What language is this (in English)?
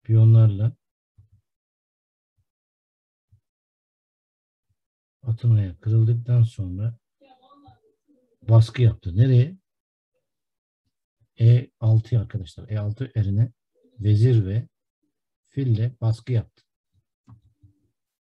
Turkish